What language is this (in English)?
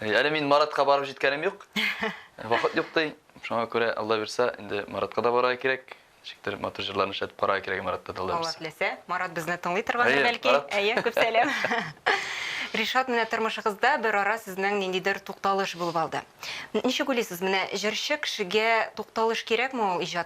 Tatar